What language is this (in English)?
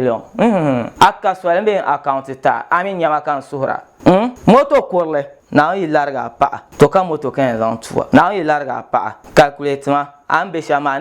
Dagbani